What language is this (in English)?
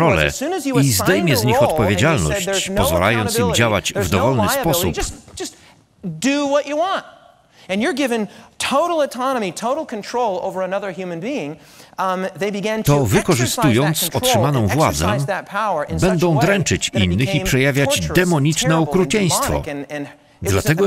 Polish